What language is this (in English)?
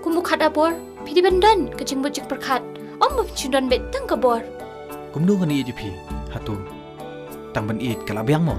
Khasi